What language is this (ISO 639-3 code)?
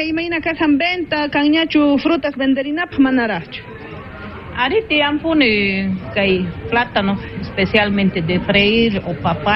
quh